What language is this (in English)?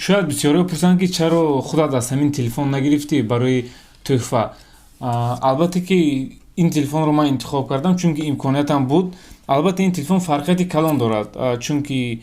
Tajik